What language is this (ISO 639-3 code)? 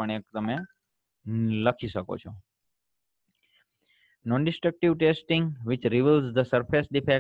guj